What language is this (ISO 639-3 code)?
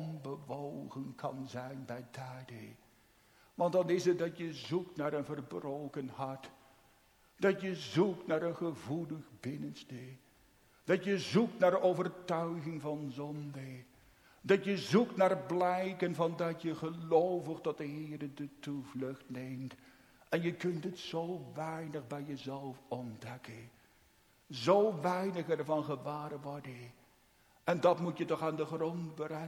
nld